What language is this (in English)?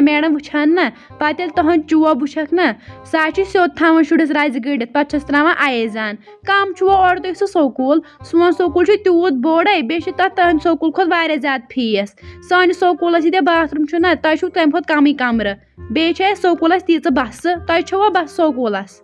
Kashmiri